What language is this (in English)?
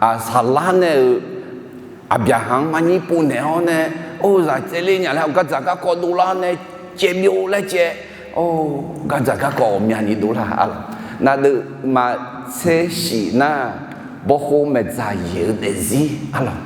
Akha